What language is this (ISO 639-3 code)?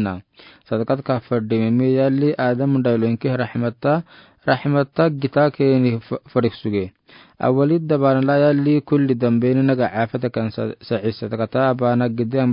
aar